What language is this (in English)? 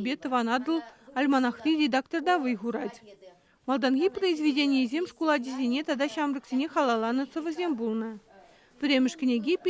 Chuvash